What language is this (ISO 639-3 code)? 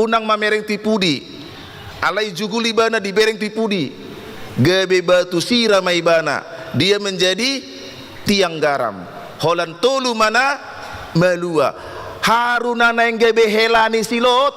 bbc